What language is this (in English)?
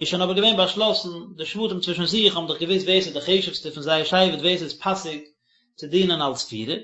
Yiddish